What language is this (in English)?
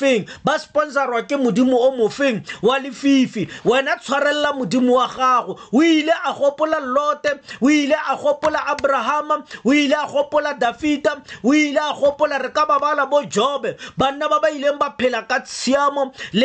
Tswana